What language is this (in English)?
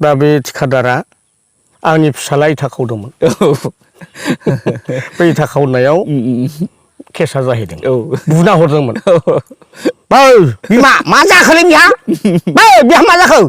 Bodo